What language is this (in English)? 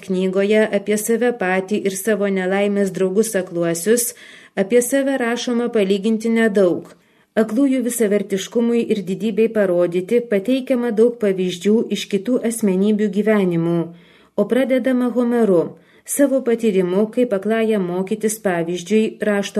Lithuanian